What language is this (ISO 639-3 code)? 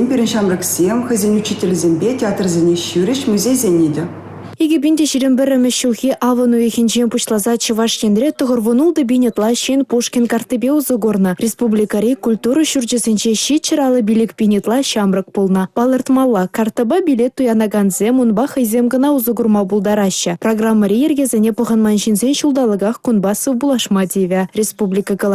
chv